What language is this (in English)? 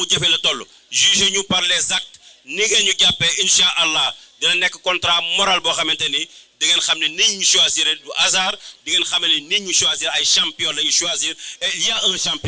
Wolof